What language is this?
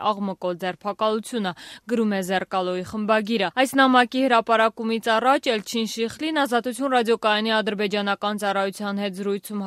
Armenian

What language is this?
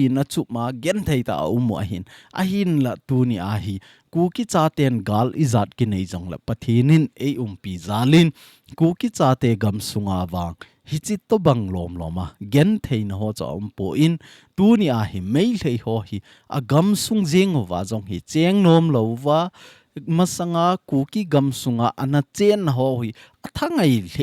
Thado Chin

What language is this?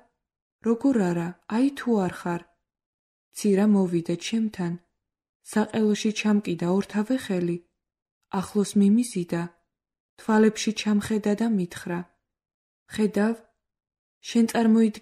Georgian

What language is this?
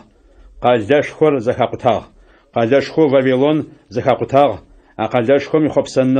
Adyghe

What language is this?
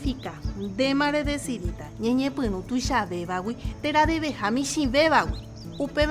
Guarani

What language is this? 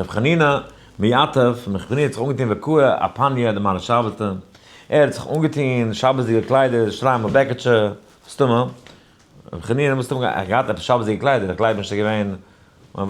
Yiddish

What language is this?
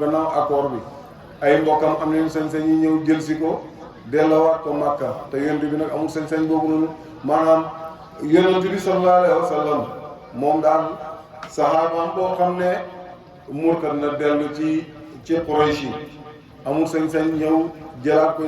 Wolof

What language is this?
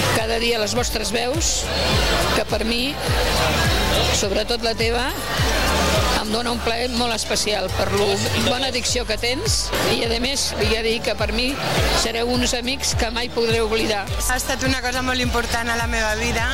Catalan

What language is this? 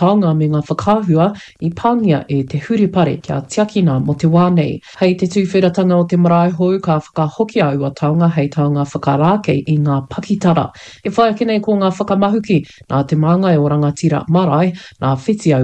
Māori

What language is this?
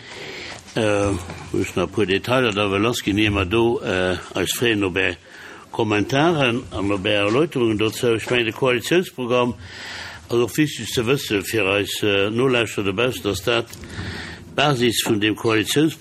Luxembourgish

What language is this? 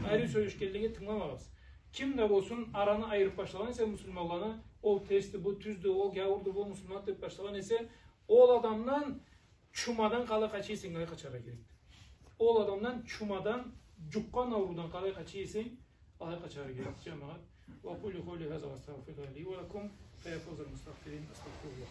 Karachay-Balkar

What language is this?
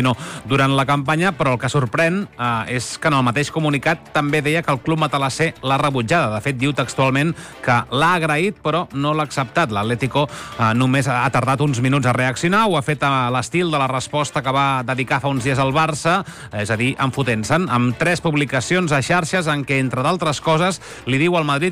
Catalan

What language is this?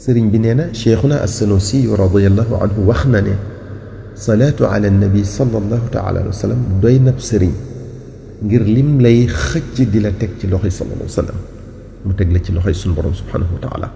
Wolof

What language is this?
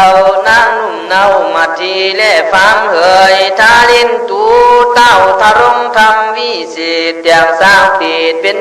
Khün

